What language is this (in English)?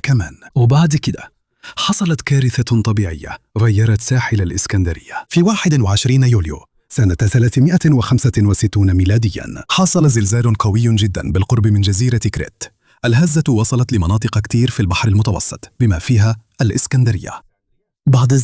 Egyptian Arabic